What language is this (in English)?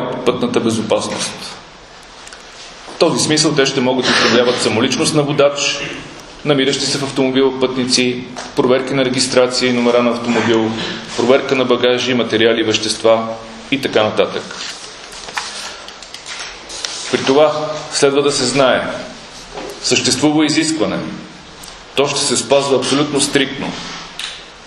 Bulgarian